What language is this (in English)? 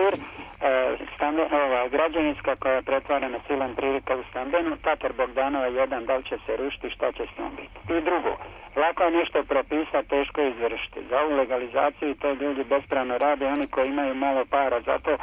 Serbian